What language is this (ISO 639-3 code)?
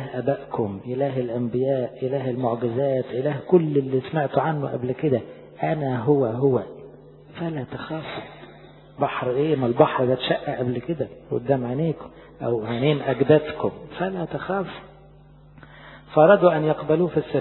arz